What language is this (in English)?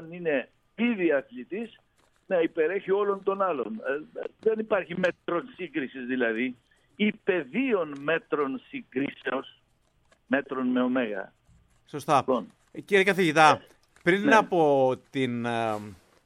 Greek